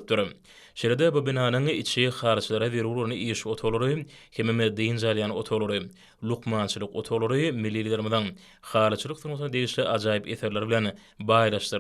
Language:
Turkmen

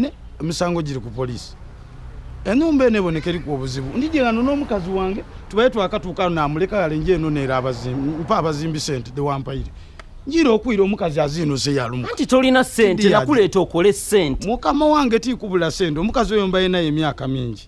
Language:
Ganda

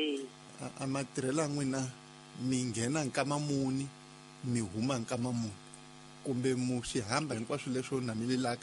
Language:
Tsonga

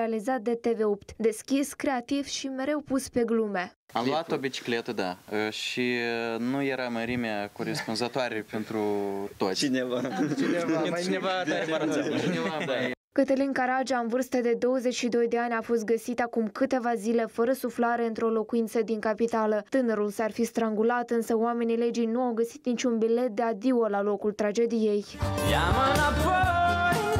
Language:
Romanian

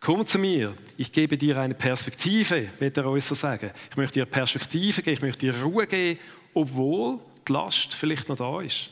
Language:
Swiss German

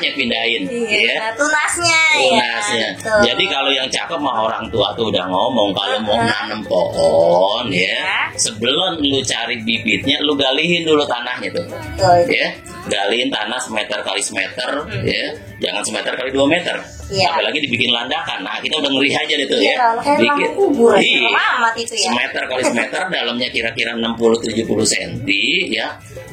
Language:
Betawi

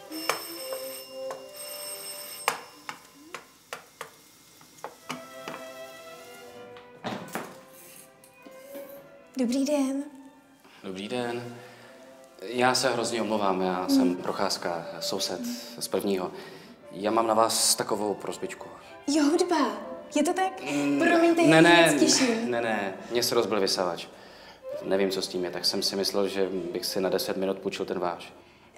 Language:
Czech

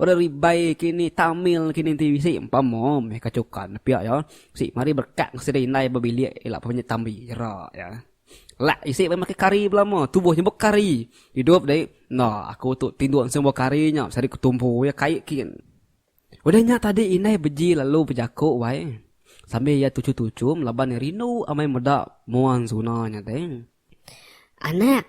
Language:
Iban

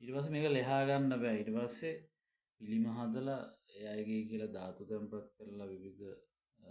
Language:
Sinhala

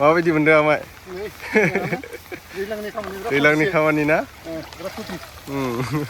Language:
Bodo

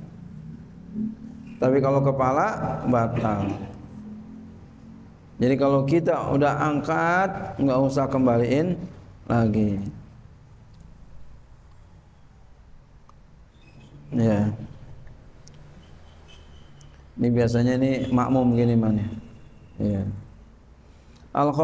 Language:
Indonesian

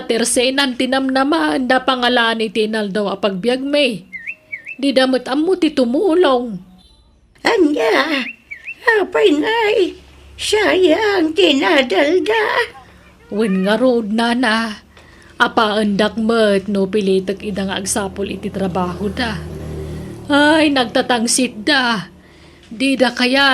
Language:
Iloko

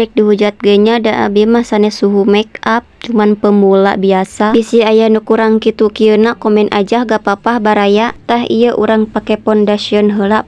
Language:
Sundanese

